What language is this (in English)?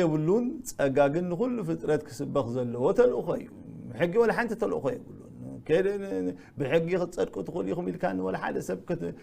Tigrinya